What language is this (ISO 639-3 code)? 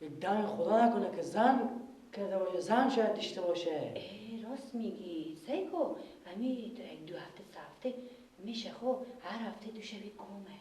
fas